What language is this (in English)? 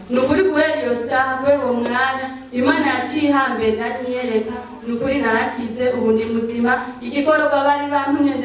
Rundi